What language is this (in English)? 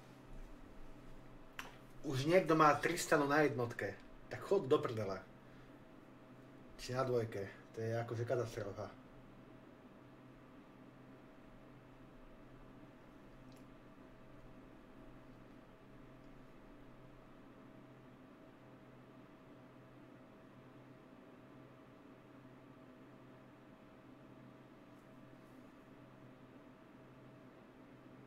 Slovak